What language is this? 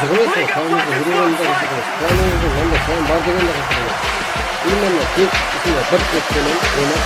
Kara-Kalpak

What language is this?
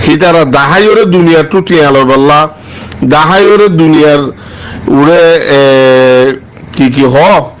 Rohingya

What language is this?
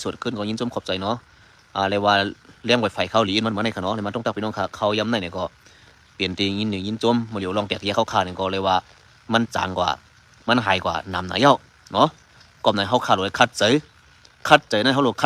Shan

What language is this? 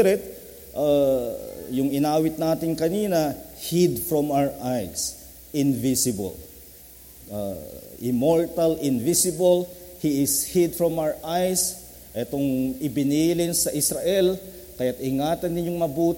Filipino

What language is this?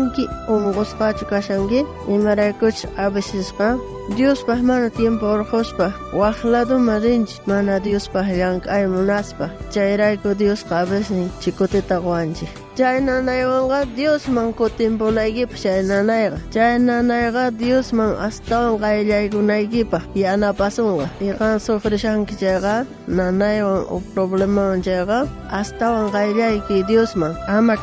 South Bolivian Quechua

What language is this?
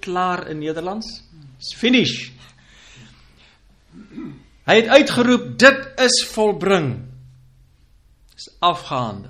Afrikaans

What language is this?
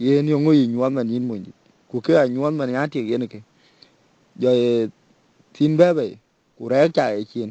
Dinka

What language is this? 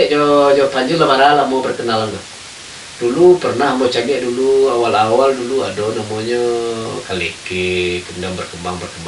Minangkabau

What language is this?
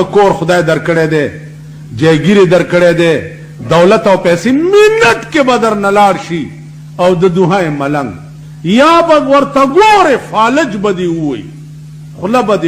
Pashto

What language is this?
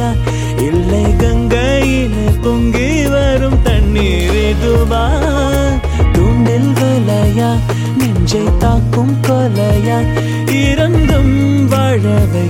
Tamil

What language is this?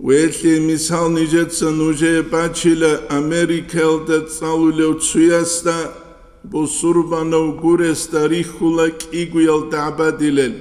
Avaric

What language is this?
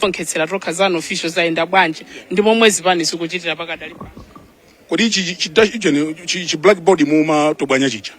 Nyanja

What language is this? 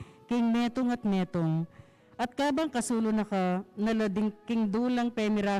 Pampanga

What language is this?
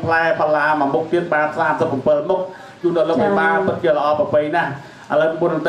Khmer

